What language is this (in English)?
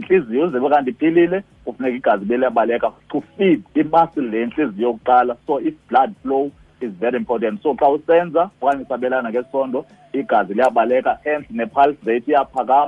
Xhosa